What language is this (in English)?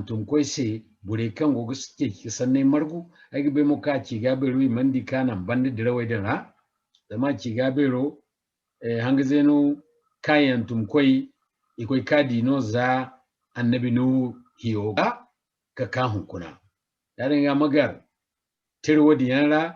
Zarma